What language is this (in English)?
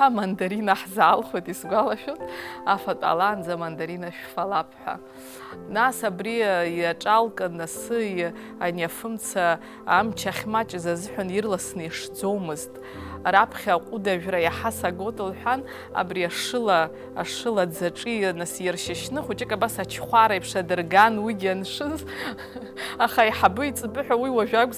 Abkhazian